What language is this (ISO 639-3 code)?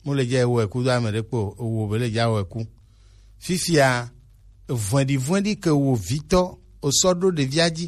gej